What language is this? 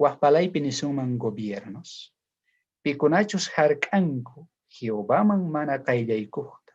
South Bolivian Quechua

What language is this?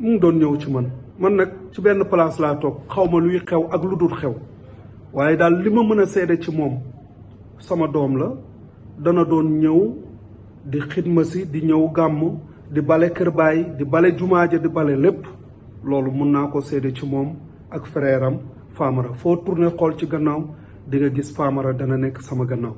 Wolof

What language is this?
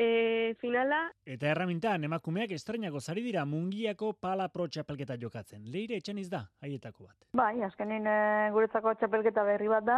Basque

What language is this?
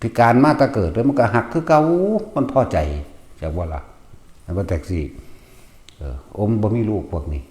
Northeastern Thai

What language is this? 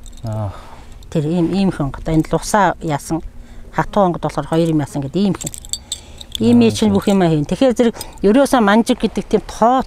Mongolian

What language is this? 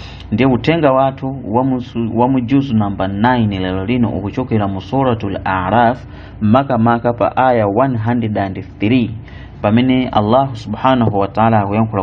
Nyanja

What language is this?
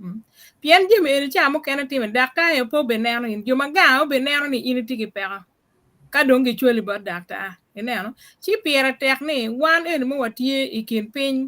Acoli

